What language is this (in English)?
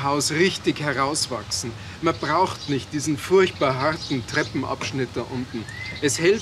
German